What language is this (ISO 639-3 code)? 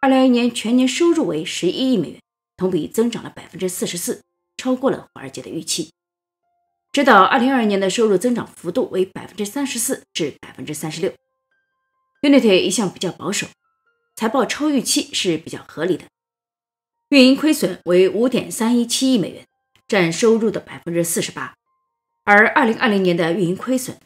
zho